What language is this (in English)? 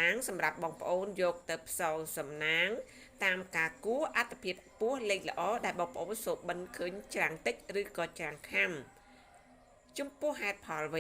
Khmer